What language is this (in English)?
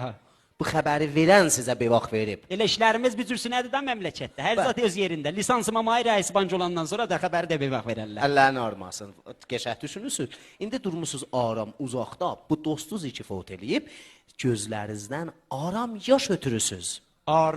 South Azerbaijani